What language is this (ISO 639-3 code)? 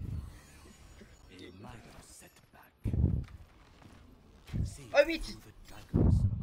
fin